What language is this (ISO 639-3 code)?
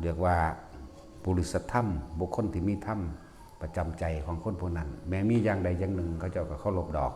lao